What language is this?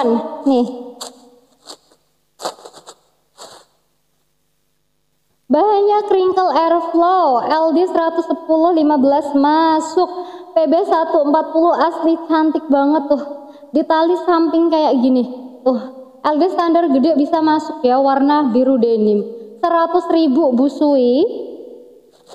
Indonesian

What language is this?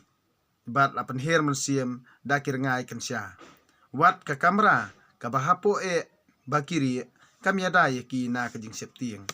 Khasi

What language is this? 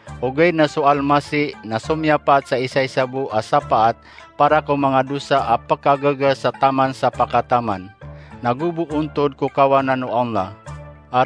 Maranao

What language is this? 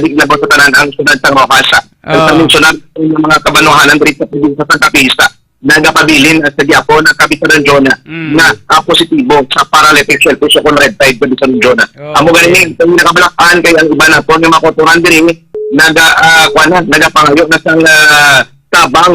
Hiligaynon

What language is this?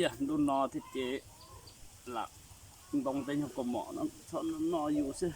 Hmong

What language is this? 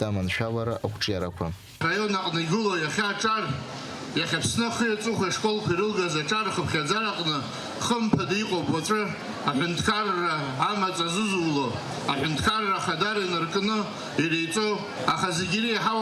Abkhazian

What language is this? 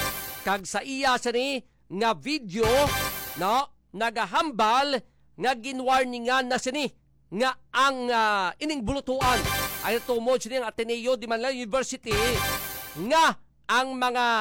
Hiligaynon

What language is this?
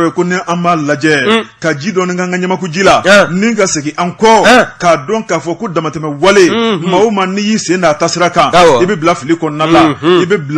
Bambara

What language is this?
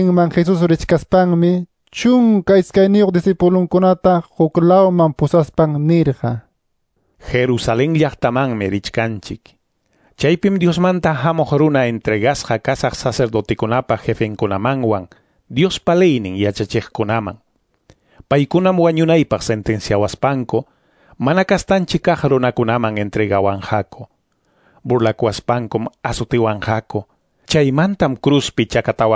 Quechua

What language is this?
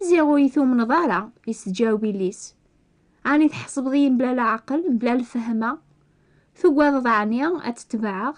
Kabyle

